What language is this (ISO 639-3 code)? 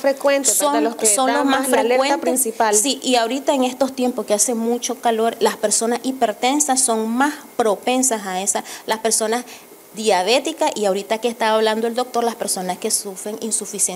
spa